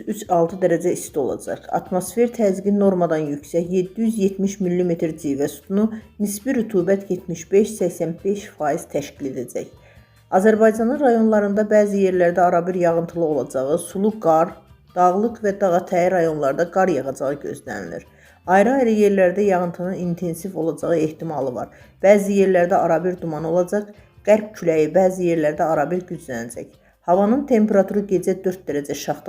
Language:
Azerbaijani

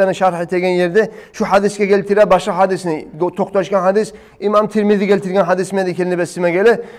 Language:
Kumyk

